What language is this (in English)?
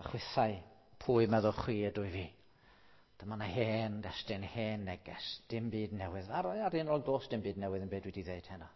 Welsh